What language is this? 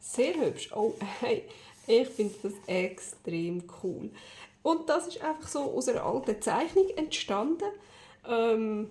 Swiss German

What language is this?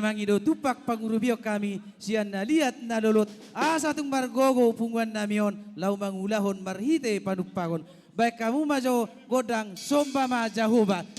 Batak Toba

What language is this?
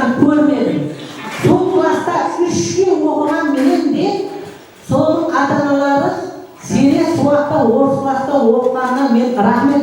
Kara-Kalpak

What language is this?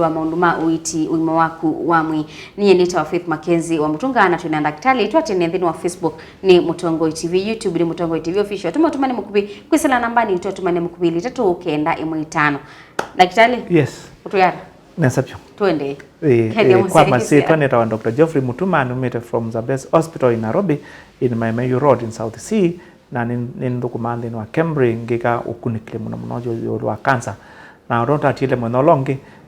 Kamba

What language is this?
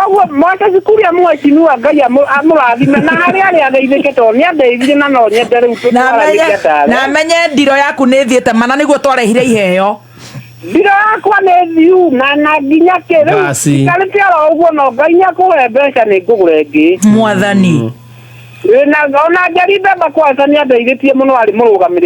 Kikuyu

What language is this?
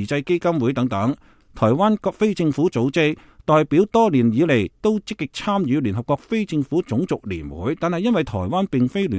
Cantonese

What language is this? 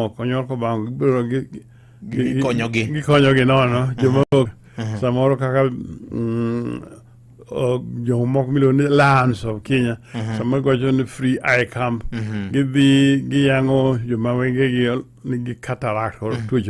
Luo (Kenya and Tanzania)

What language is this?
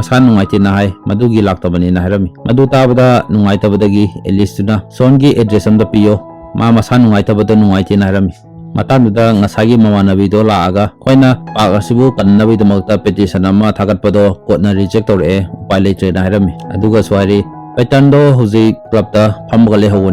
Manipuri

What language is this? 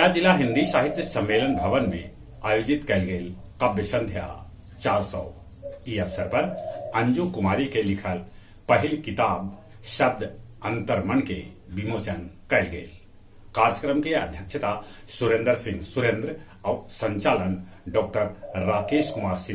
Magahi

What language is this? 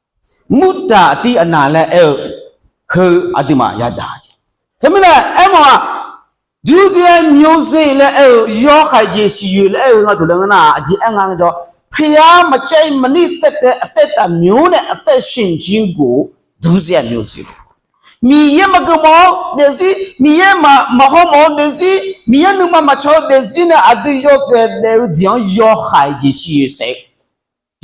Akha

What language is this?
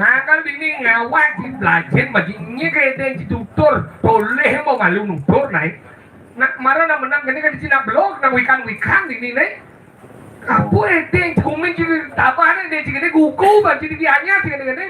Balinese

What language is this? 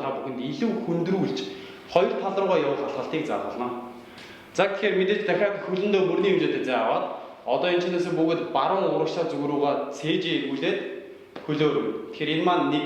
Mongolian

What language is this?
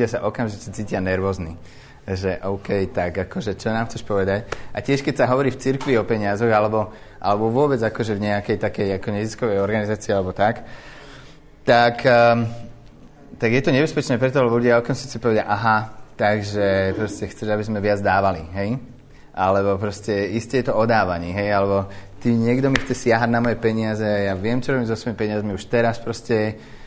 Slovak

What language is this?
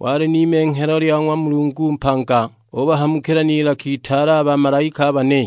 Sukuma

